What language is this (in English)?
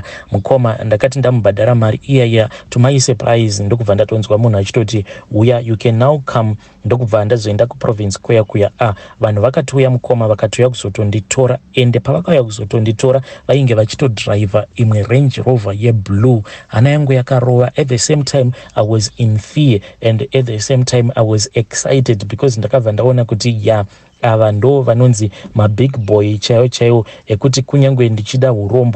Shona